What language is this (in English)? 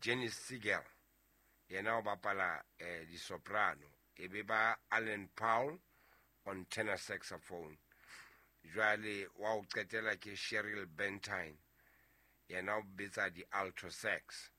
Southern Sotho